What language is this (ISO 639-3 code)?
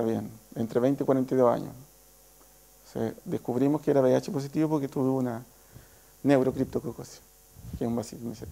spa